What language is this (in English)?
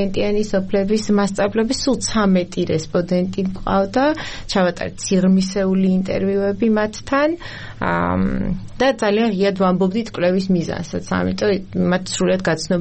Georgian